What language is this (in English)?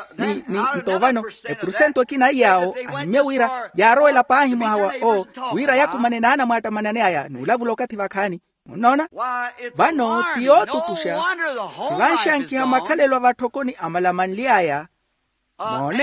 Makhuwa